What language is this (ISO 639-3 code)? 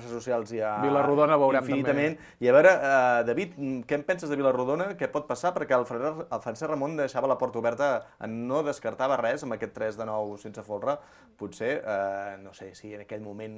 cat